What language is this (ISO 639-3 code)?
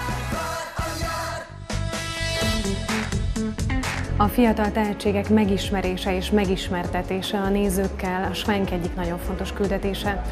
hun